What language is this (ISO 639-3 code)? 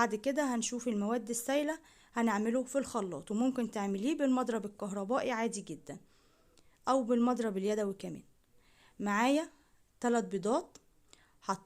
arz